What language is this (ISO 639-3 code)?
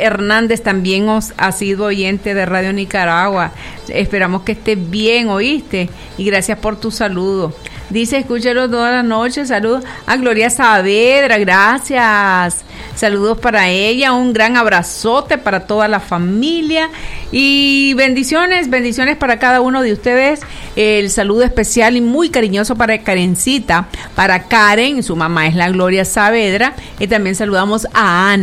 spa